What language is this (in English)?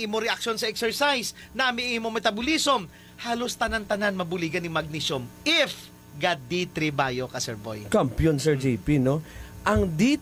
Hiligaynon